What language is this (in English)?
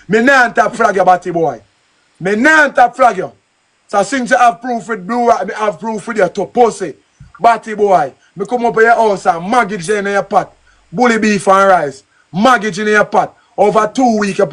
Jamaican Creole English